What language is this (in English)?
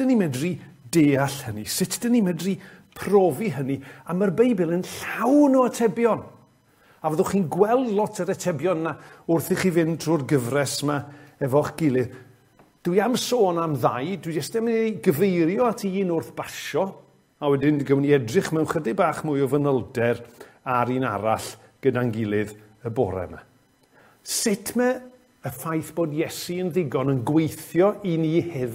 Welsh